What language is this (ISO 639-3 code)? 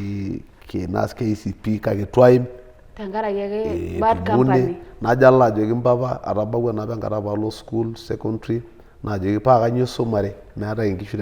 mas